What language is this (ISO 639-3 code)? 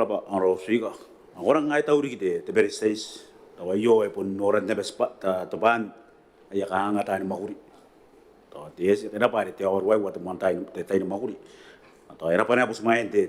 gil